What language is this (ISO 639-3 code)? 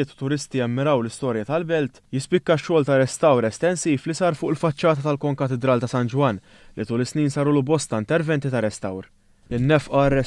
mlt